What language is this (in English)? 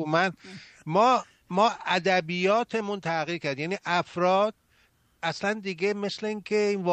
Persian